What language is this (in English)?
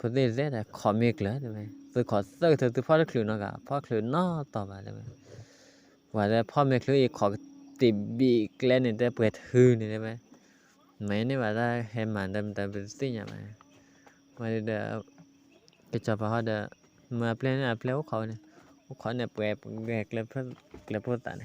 S'gaw Karen